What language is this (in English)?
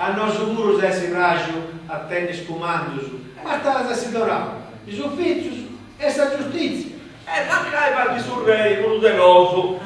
Sardinian